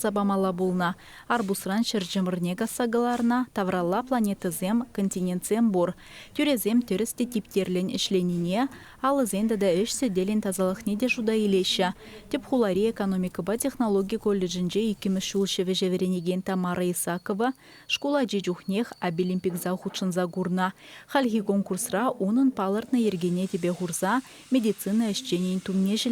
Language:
Chuvash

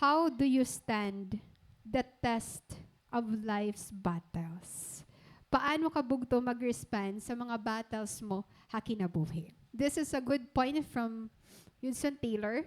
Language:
Waray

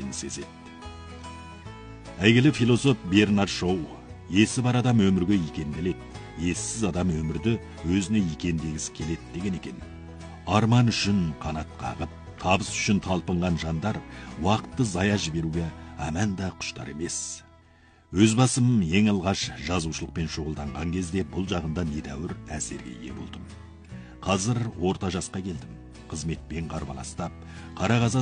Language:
Kazakh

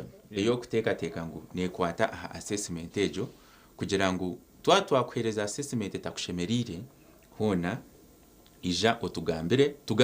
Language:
Nyankole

